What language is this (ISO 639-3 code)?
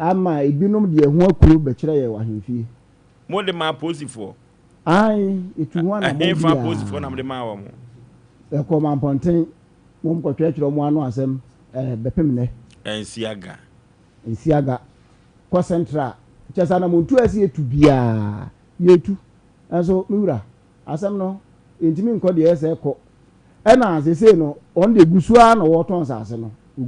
aka